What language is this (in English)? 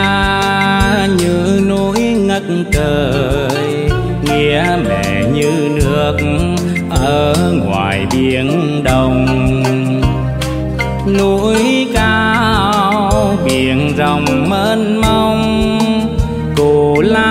Vietnamese